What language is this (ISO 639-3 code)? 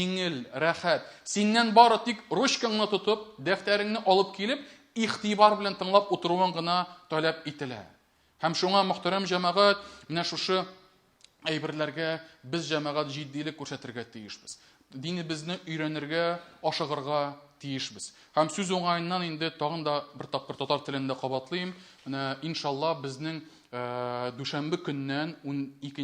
tat